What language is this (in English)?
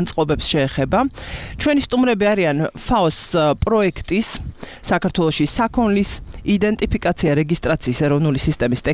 Georgian